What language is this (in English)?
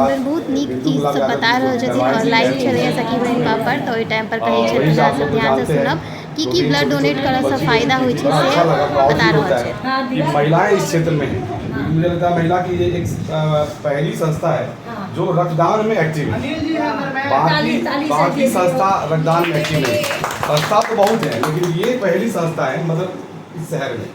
Maithili